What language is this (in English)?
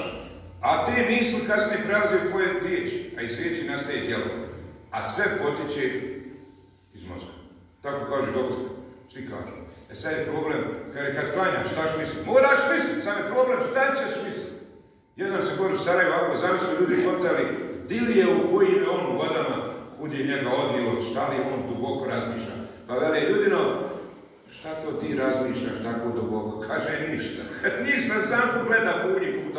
Bosnian